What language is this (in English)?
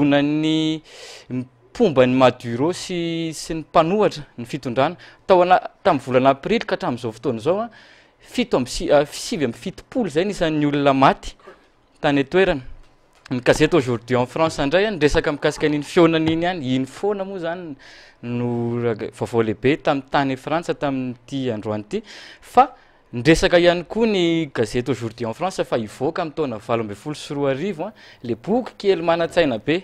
Malagasy